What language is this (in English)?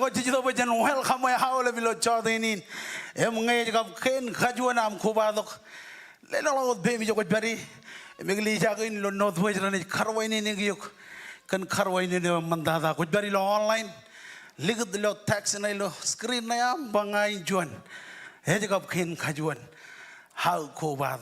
Marshallese